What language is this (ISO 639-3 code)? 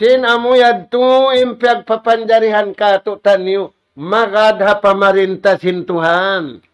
tsg